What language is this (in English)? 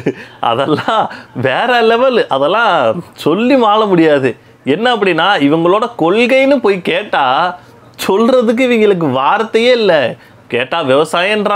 Tamil